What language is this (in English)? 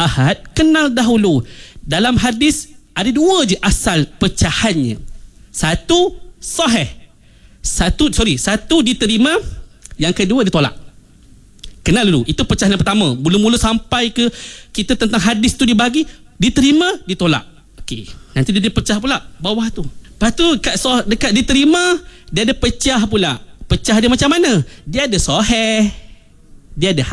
Malay